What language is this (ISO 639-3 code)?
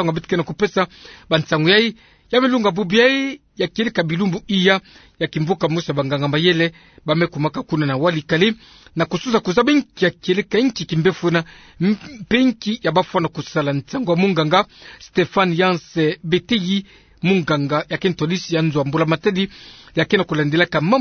ktu